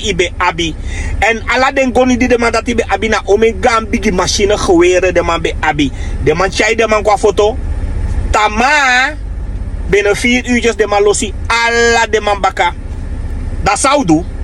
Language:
Sranan Tongo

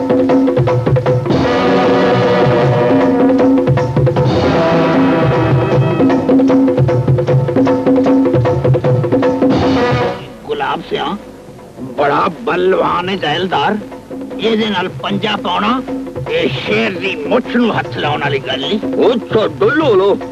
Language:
Punjabi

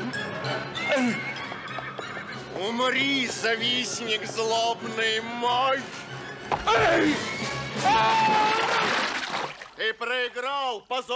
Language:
Russian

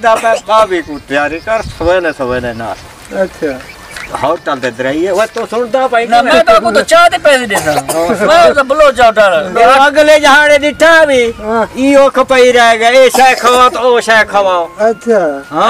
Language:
Saraiki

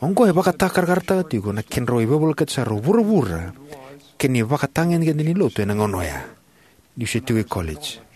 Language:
Fijian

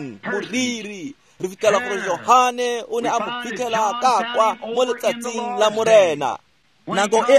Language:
Tswana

